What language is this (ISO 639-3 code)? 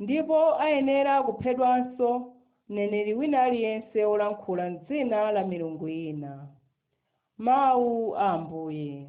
nya